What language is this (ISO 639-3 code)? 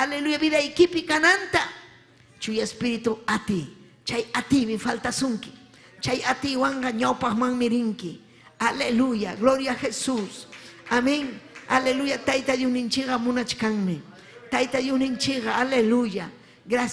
quy